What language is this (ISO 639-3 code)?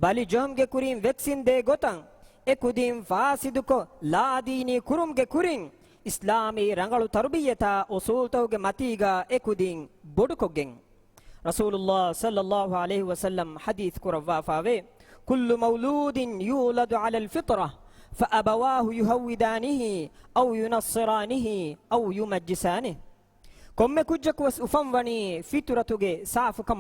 div